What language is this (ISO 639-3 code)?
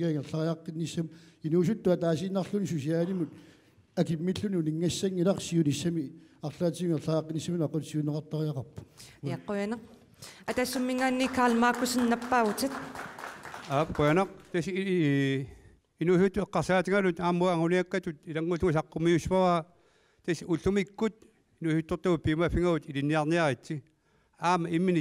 kal